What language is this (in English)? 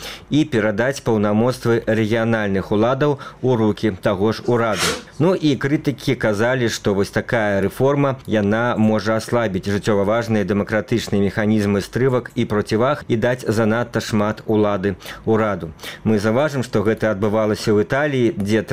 Belarusian